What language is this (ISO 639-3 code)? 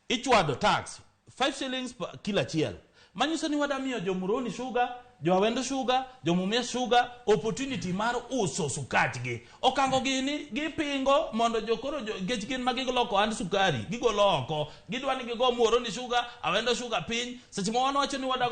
luo